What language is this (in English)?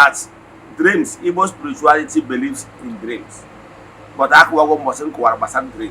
Igbo